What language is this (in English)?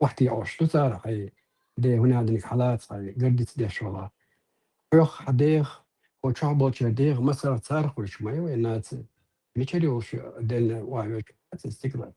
Chechen